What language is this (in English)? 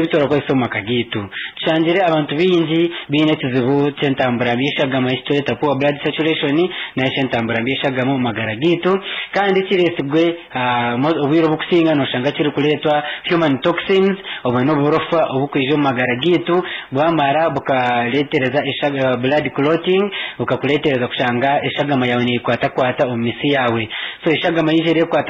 Nyankole